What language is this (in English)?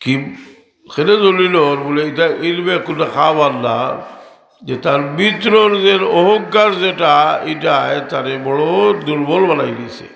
Sylheti